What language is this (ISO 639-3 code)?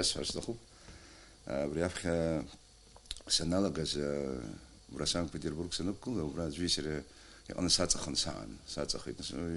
abk